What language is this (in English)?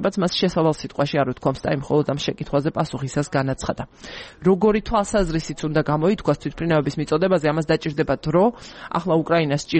Georgian